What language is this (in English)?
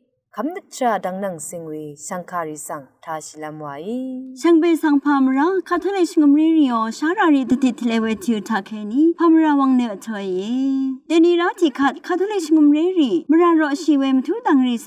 Rawang